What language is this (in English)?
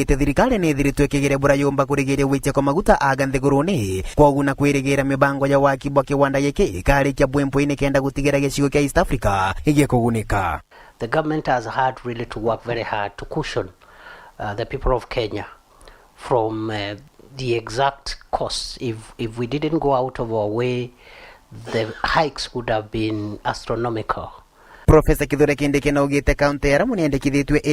Meru